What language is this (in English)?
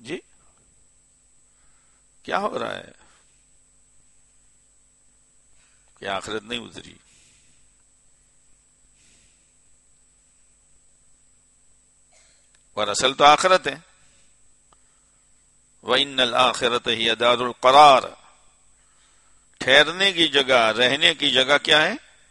Urdu